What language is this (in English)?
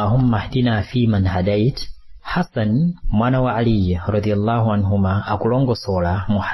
Nyanja